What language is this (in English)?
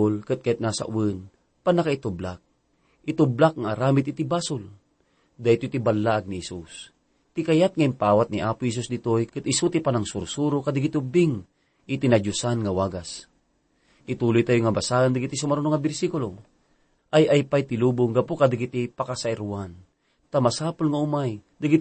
Iloko